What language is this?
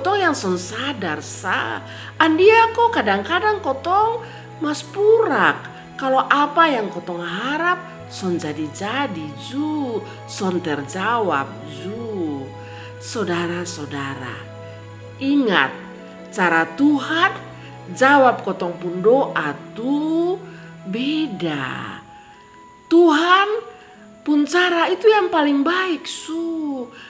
Kupang Malay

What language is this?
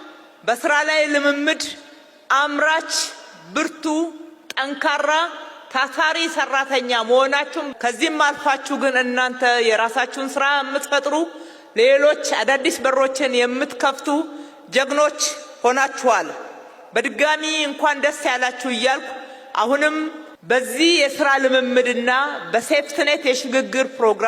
Amharic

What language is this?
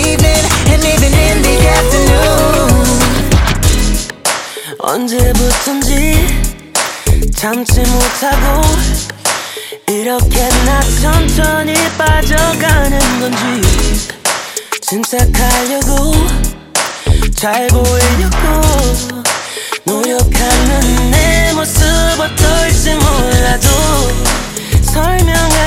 Korean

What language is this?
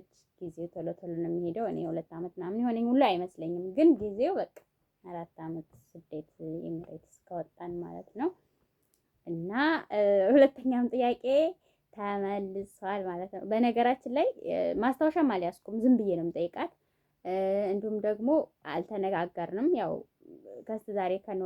Amharic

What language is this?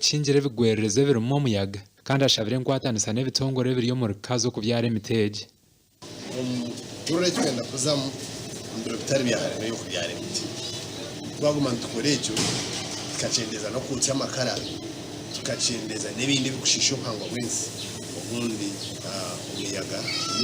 Nyankole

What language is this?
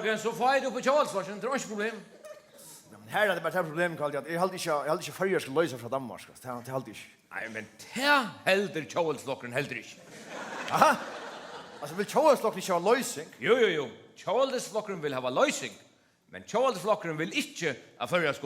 Faroese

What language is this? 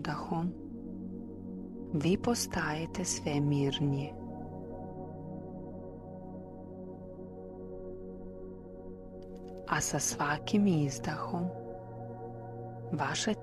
Serbian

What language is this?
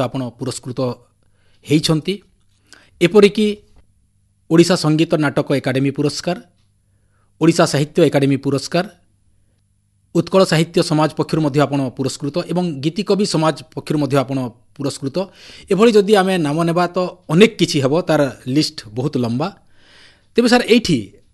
Odia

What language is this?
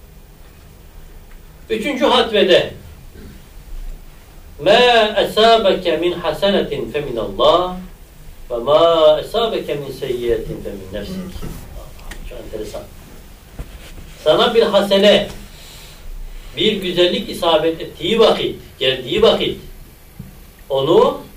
Turkish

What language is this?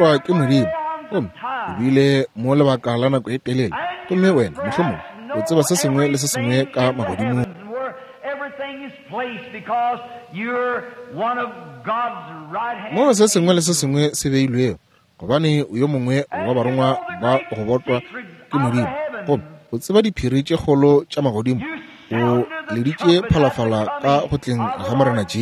Northern Sotho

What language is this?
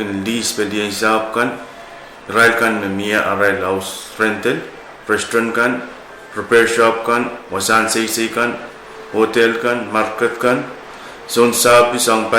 Pohnpeian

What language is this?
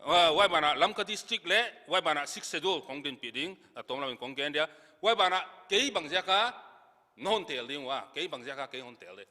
Paite Chin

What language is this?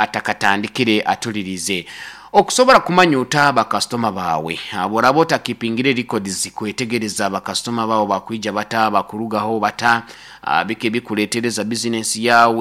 Nyoro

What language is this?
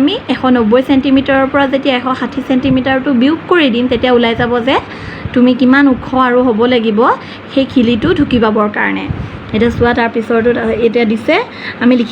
Assamese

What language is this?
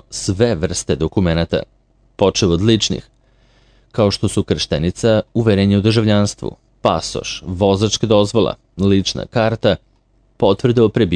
Serbian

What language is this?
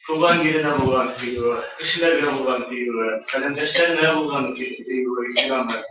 Bashkir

